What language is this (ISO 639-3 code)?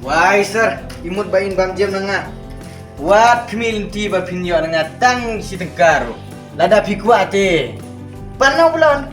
kha